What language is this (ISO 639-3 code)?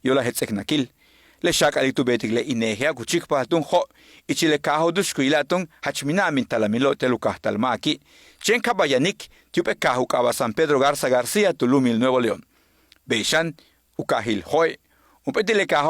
yua